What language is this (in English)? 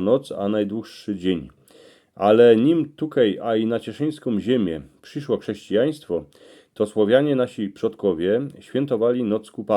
Silesian